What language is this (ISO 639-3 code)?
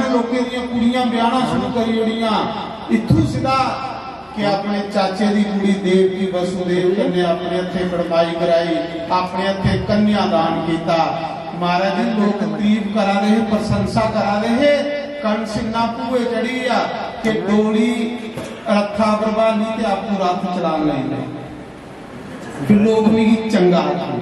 doi